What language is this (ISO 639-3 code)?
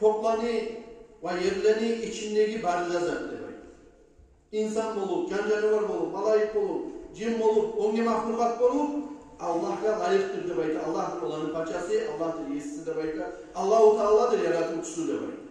kum